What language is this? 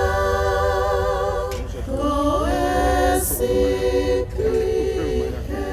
Tongan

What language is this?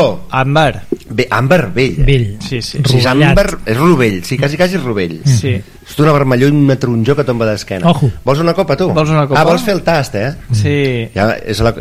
Catalan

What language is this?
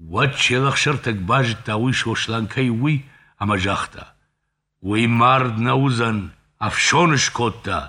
Ossetic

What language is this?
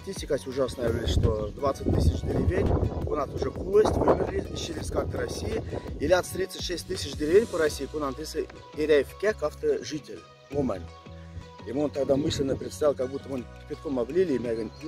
Moksha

